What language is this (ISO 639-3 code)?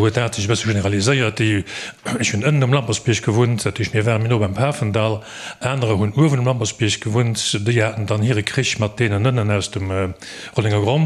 ltz